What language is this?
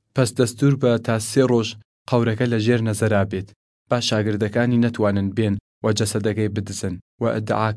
Southern Kurdish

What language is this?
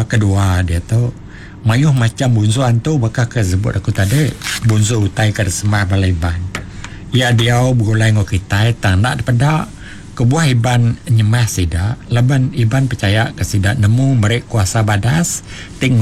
Iban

